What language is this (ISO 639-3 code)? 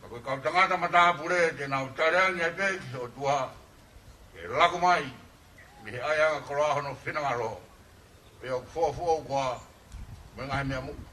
ton